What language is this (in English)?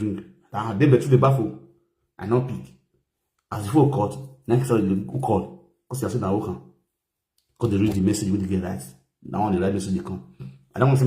Nigerian Pidgin